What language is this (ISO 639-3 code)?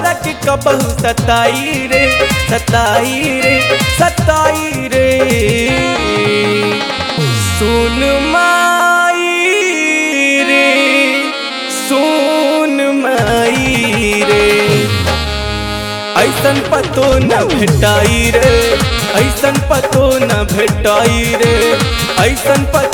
bho